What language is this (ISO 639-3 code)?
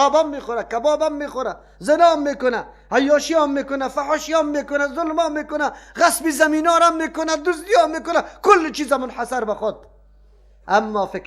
fas